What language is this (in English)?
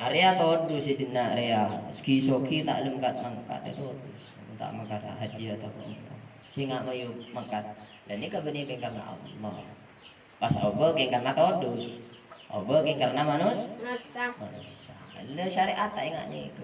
Madurese